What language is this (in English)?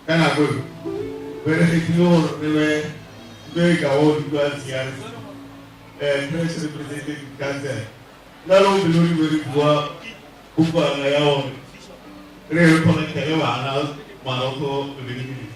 Northern Sotho